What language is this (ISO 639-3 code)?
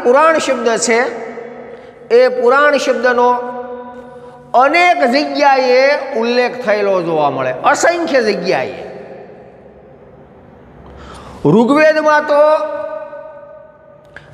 guj